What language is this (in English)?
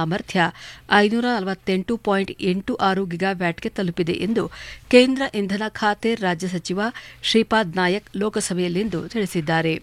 Kannada